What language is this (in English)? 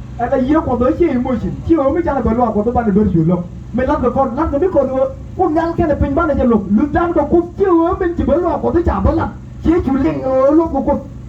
Nuer